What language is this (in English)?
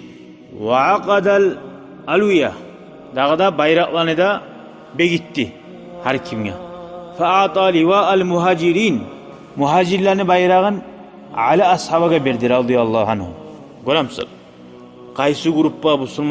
Kumyk